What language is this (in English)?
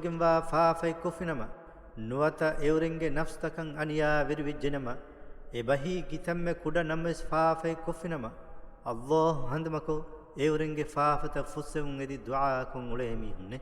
Divehi